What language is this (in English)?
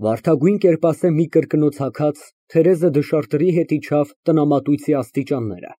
Armenian